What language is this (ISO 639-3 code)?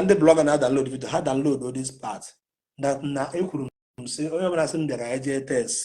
ibo